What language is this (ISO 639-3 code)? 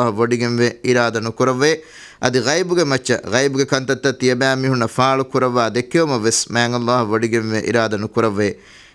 div